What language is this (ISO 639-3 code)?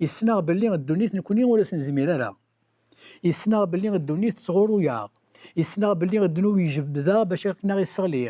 kab